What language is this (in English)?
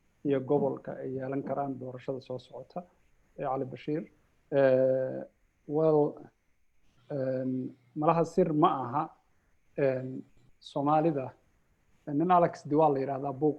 Somali